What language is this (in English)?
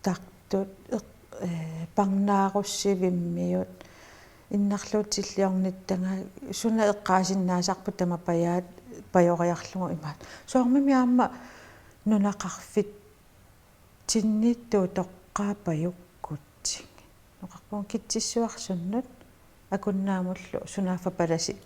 Kalaallisut